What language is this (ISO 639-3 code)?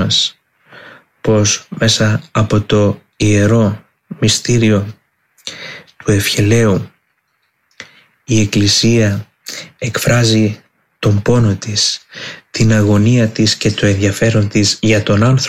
ell